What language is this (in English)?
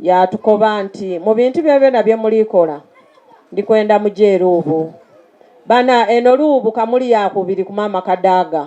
Soga